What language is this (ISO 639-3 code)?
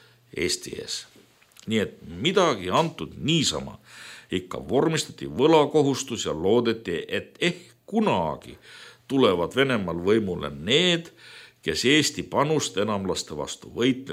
est